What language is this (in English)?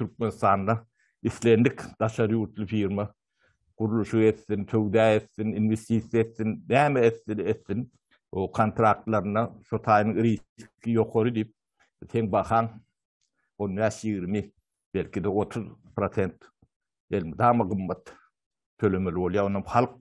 Turkmen